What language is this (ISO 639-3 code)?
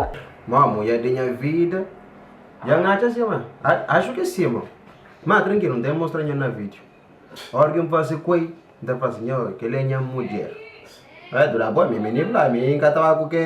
kea